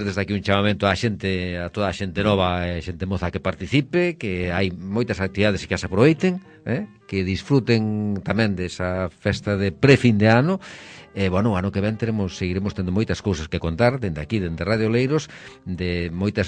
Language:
Galician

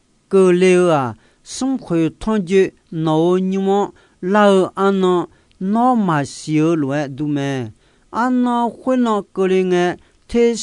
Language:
Akha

